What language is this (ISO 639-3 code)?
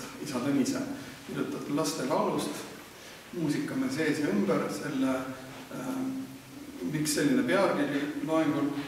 est